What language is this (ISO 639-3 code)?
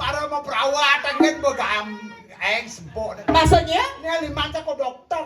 ban